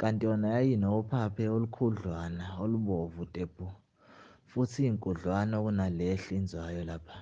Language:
Zulu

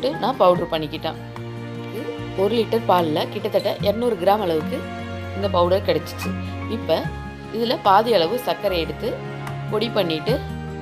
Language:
Tamil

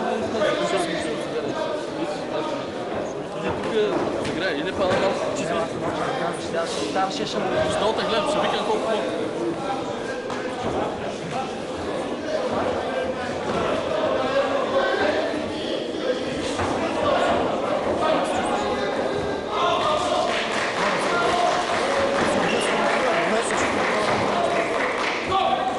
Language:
Bulgarian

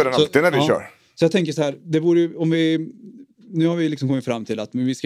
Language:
Swedish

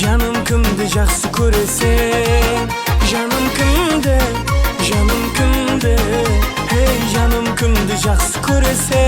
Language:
Kara-Kalpak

